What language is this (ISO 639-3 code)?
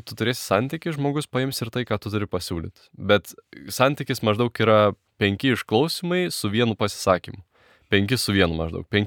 lit